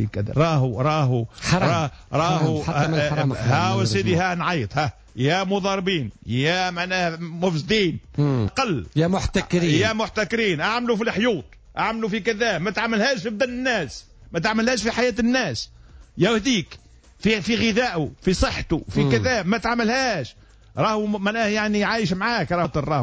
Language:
Tunisian Arabic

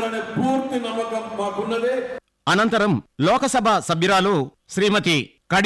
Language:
Telugu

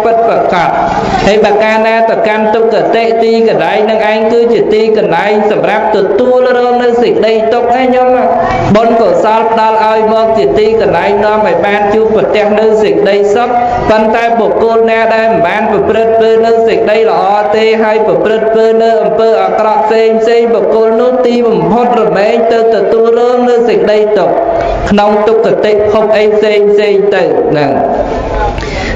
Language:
Khmer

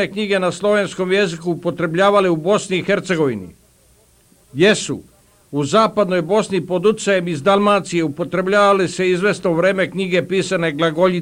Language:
Bosnian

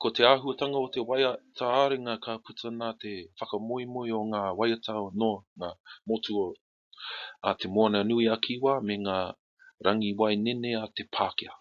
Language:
Māori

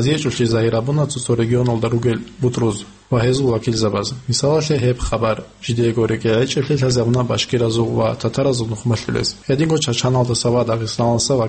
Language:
Avaric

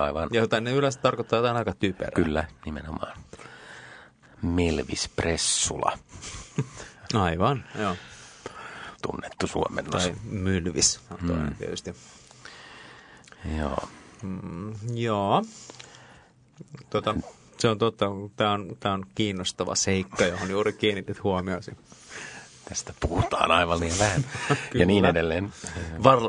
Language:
Finnish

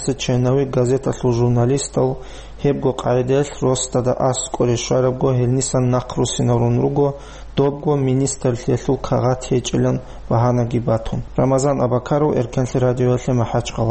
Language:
Avaric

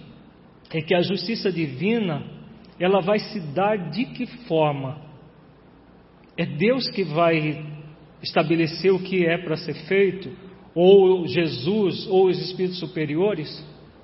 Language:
Portuguese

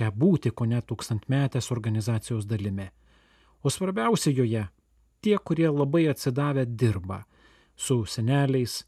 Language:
Lithuanian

